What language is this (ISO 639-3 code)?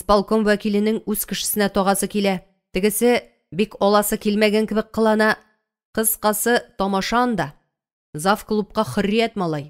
tat